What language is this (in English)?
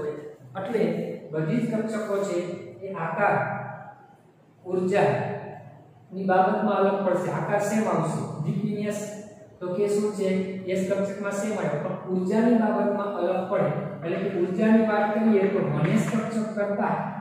Gujarati